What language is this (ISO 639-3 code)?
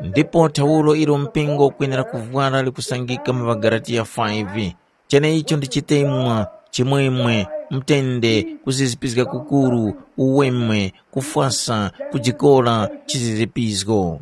tum